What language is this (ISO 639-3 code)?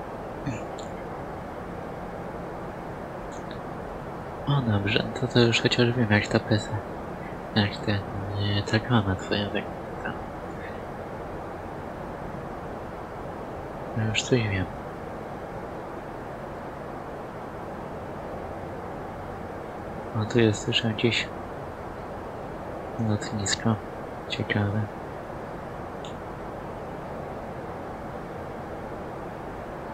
pol